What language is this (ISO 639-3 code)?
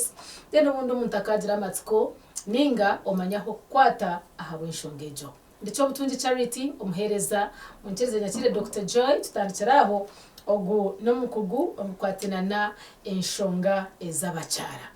nyn